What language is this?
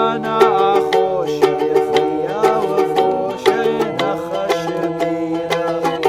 Ossetic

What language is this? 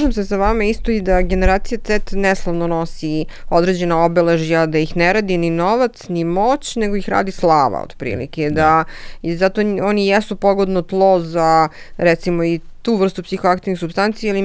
Serbian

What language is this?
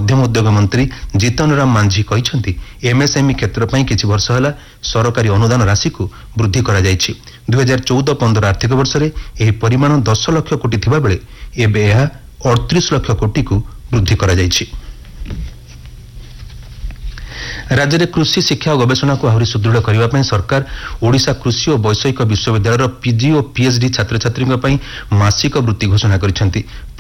Odia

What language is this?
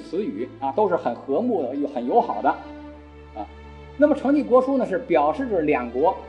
Chinese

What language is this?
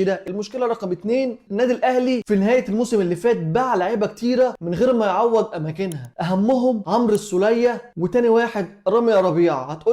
Egyptian Arabic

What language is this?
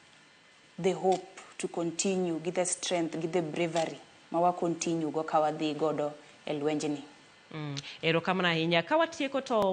Luo (Kenya and Tanzania)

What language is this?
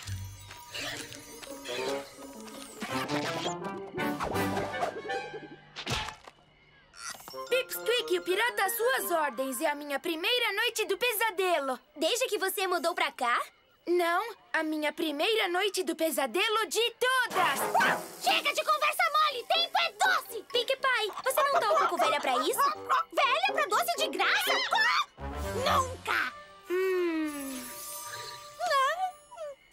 Portuguese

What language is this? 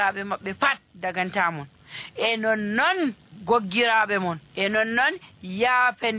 Nigerian Fulfulde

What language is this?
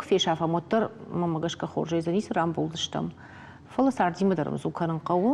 Ossetic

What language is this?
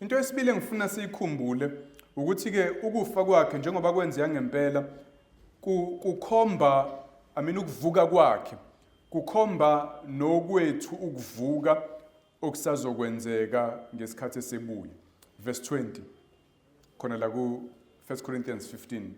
Zulu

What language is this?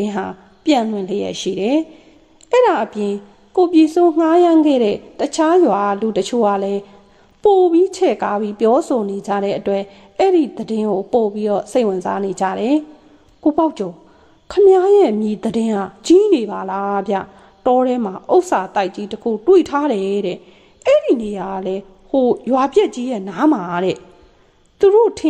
Burmese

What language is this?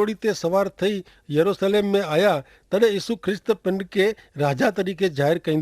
Kachhi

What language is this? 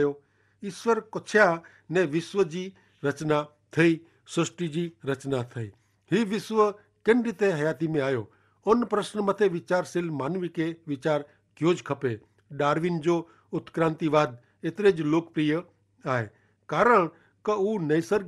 Kachhi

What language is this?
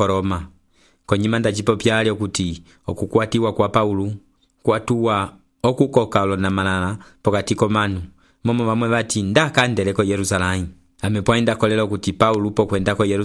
Umbundu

